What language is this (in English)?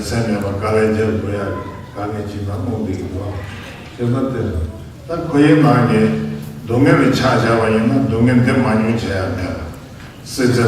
Tibetan